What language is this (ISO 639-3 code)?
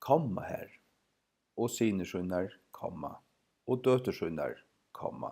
fao